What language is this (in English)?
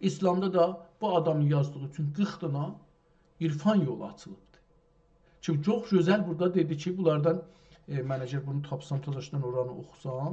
South Azerbaijani